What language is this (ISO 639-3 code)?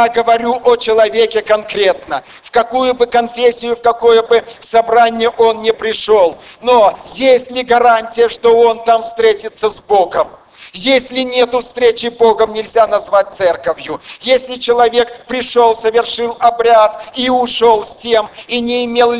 rus